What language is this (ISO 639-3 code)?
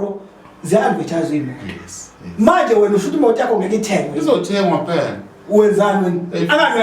zul